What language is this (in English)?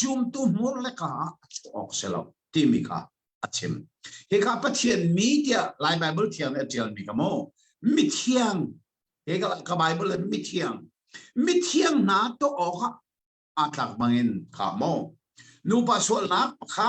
Hakha Chin